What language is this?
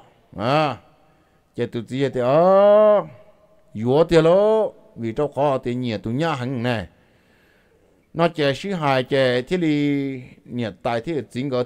Vietnamese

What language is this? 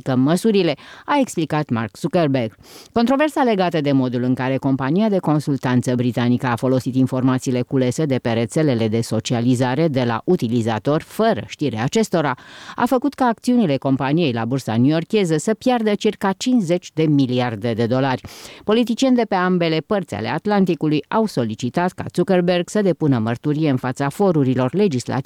Romanian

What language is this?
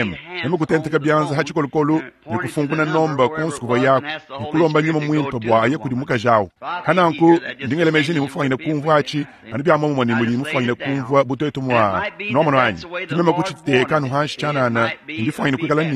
Luba-Lulua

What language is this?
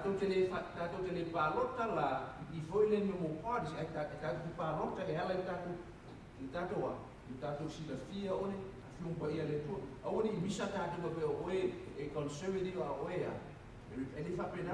Samoan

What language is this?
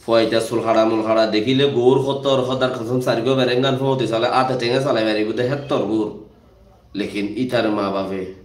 Rohingya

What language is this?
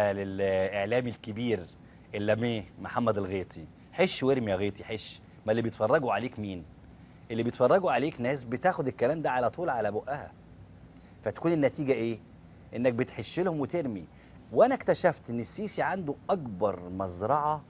Egyptian Arabic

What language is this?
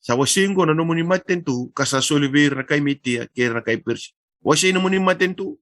Fijian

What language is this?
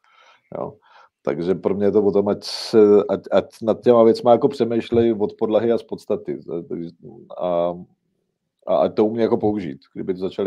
Czech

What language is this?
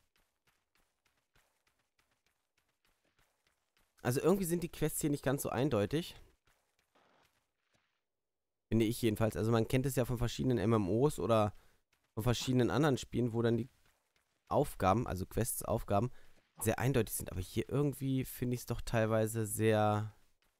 German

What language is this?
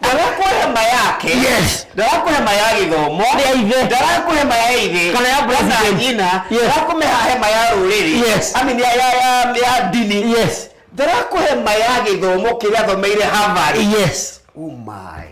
Kikuyu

